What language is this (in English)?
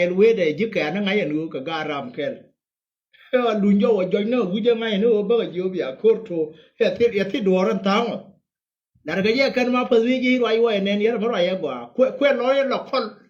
Nuer